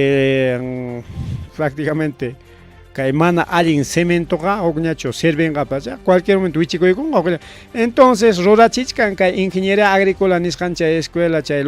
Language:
Ayacucho Quechua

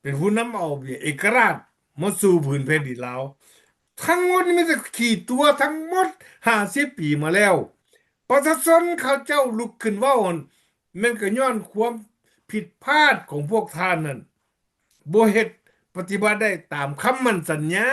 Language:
Lao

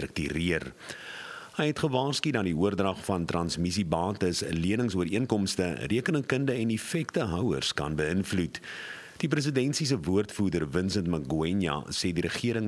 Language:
Afrikaans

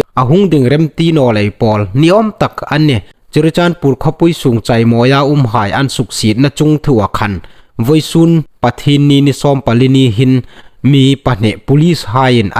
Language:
Hmar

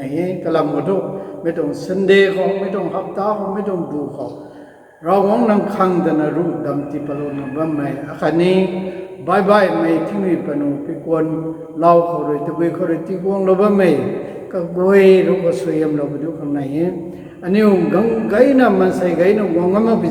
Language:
Rongmei Naga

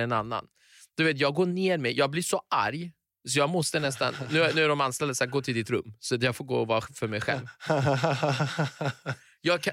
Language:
Swedish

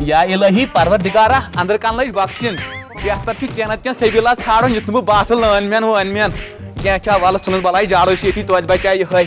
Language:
Kashmiri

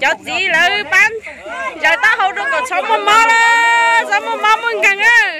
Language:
Hmong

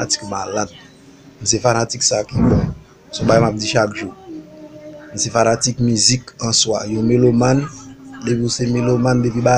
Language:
Haitian Creole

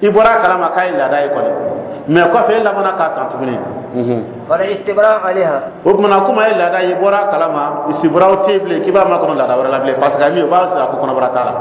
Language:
Dyula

